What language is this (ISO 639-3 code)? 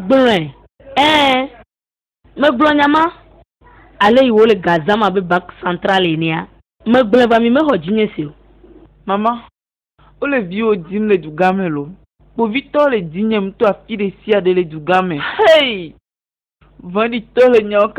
ewe